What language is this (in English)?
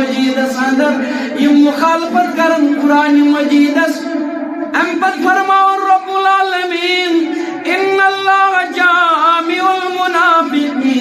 Kashmiri